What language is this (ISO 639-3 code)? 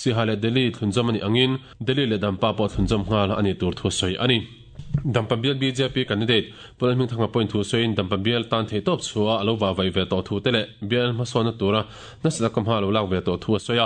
lus